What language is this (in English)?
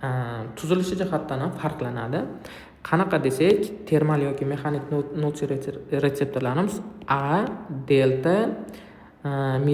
Uzbek